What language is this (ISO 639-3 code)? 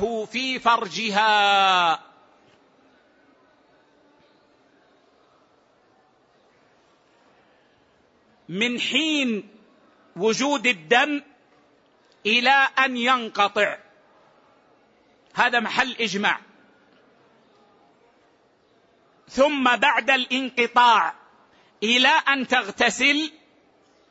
ara